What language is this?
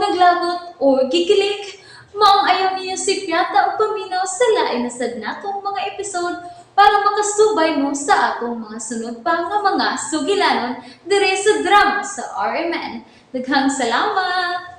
Cebuano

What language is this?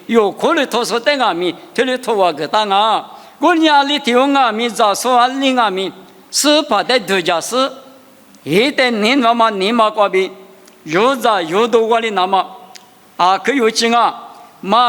Lisu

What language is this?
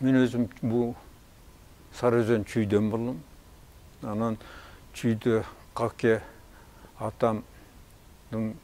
Kyrgyz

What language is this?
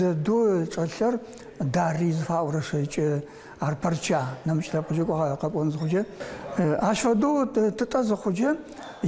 Adyghe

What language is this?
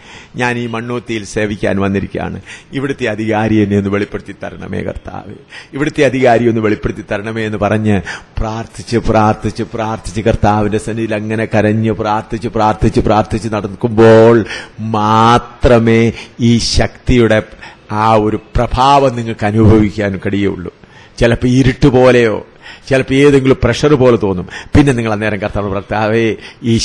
Malayalam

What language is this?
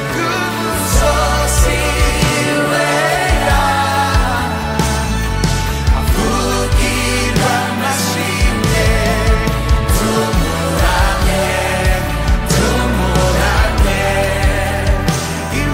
Kinyarwanda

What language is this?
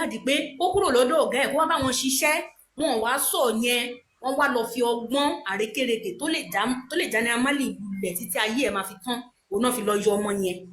Yoruba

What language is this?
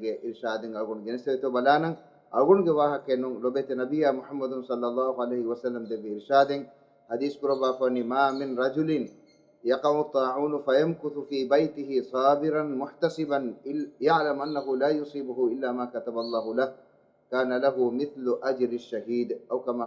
Divehi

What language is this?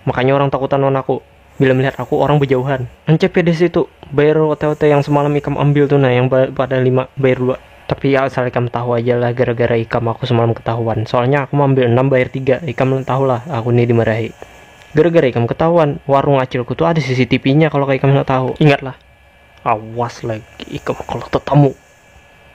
Banjar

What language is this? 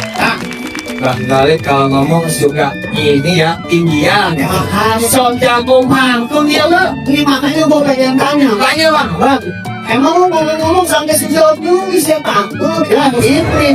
Betawi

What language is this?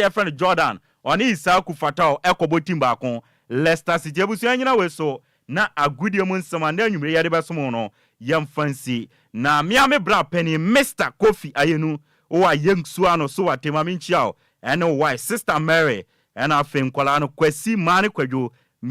Akan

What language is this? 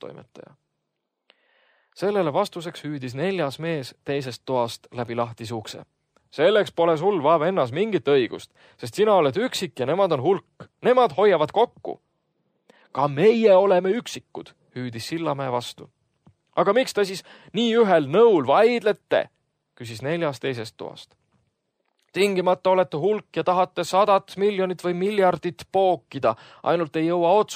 Estonian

